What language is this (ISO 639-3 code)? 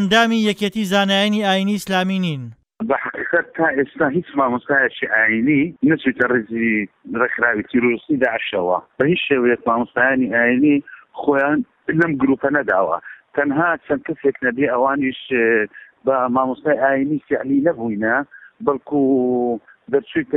ckb